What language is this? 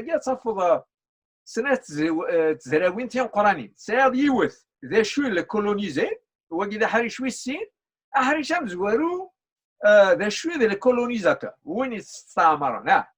Kabyle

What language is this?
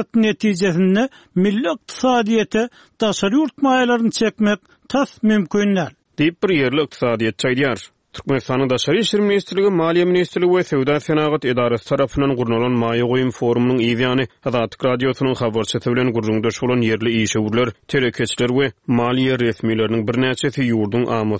Turkmen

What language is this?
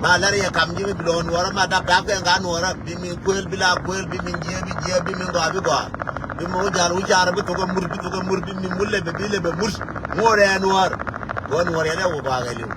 Nuer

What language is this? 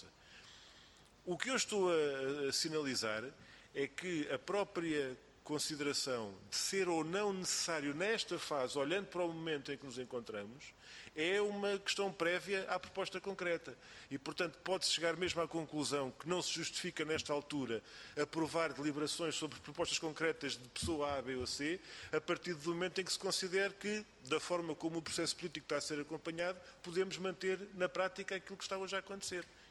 Portuguese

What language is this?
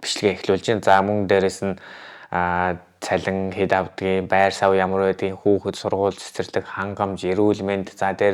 Mongolian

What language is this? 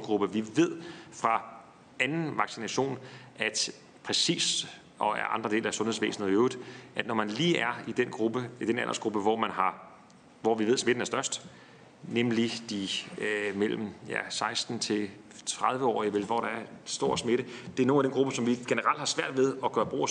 Danish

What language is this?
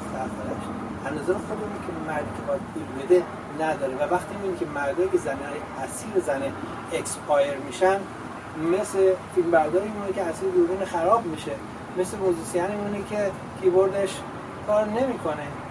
Persian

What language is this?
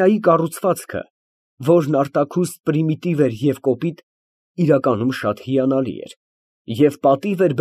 Armenian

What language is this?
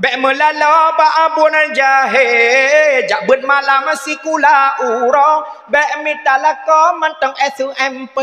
Achinese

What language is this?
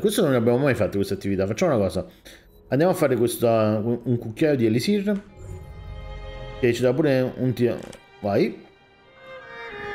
Italian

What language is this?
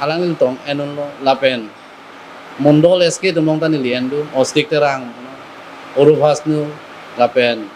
Karbi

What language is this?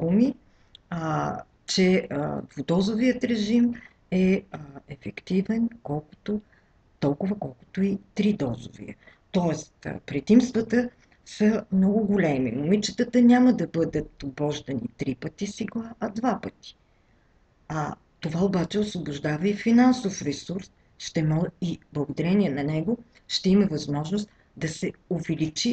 Bulgarian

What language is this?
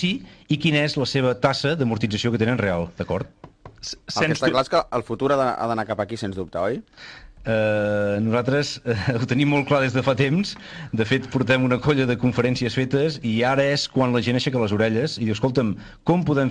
Catalan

